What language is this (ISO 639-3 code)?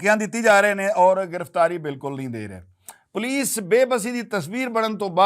lah